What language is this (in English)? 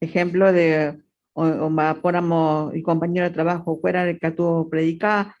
Guarani